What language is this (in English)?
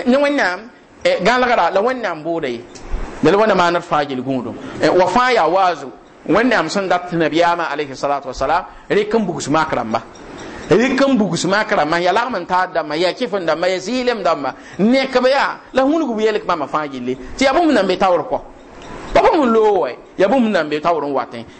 Mossi